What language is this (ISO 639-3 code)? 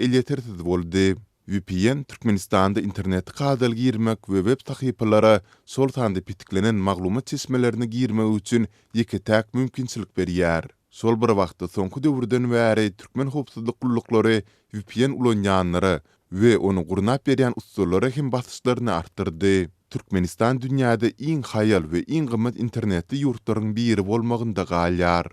tuk